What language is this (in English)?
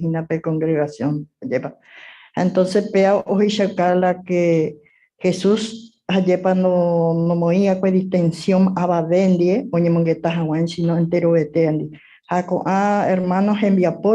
Guarani